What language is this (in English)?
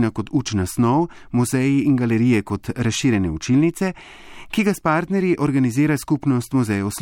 Slovenian